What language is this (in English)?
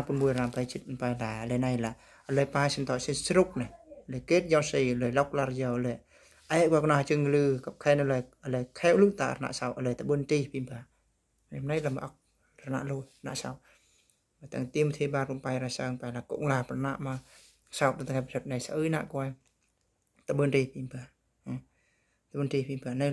Eastern Bru